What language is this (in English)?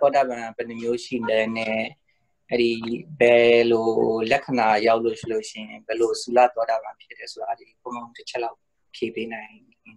Burmese